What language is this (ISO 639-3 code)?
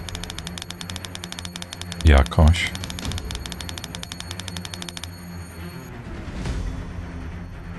pol